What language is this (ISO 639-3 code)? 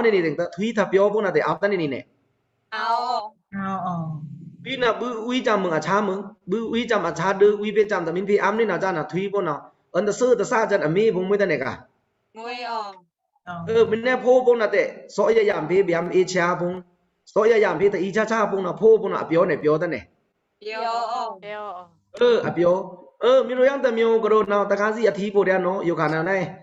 blk